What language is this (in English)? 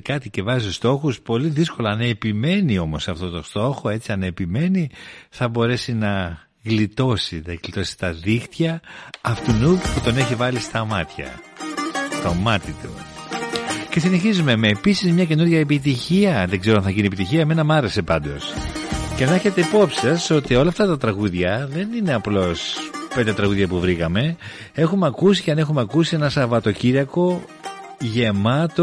Greek